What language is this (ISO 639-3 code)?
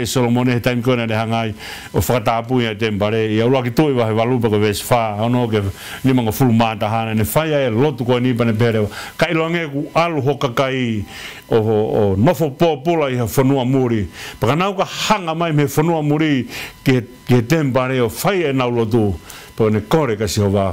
ton